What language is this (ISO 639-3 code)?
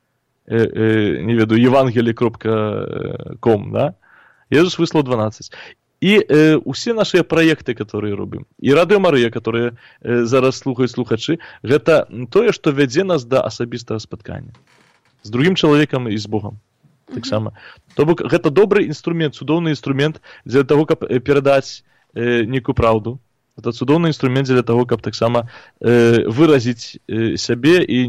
bel